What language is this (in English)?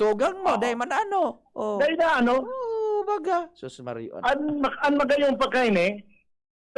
Bikol